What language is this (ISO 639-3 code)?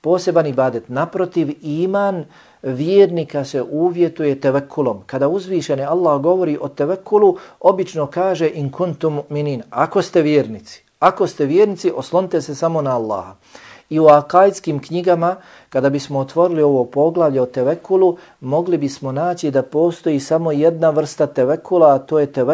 bos